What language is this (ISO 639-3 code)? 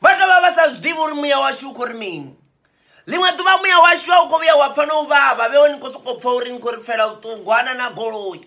ven